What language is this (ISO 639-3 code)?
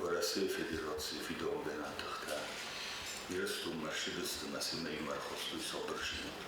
oss